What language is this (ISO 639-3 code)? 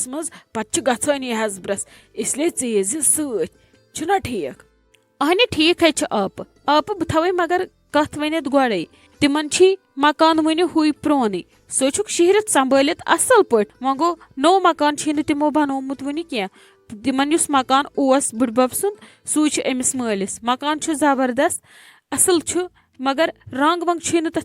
kas